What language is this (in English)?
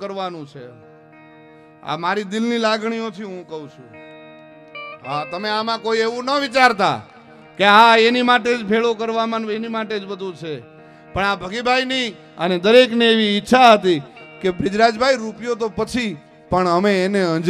Gujarati